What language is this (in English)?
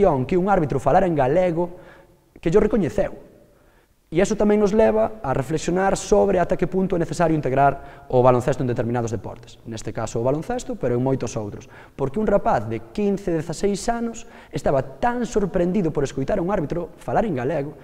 Galician